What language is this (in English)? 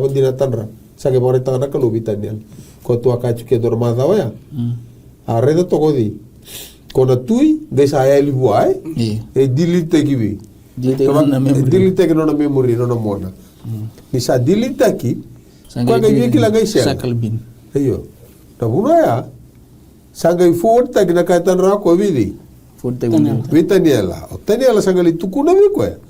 Fijian